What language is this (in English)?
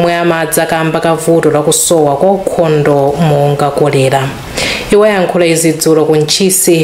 Nyanja